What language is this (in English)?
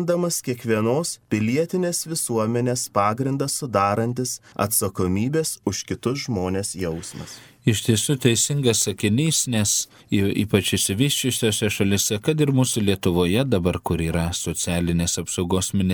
Lithuanian